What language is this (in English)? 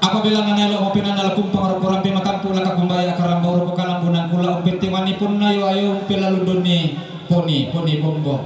Toraja-Sa'dan